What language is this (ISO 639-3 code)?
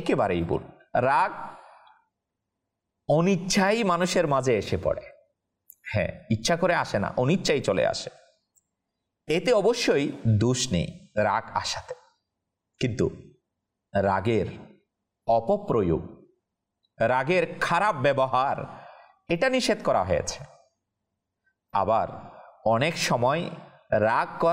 ben